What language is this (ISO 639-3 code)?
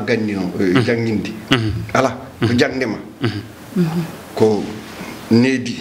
ful